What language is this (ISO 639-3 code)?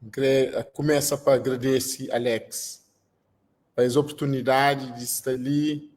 kea